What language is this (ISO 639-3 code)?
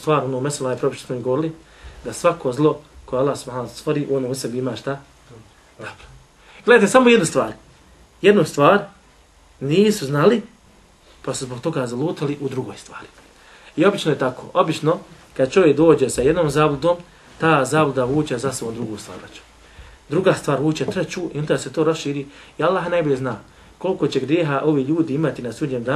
bos